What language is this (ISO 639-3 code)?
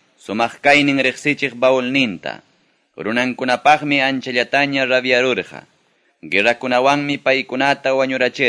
que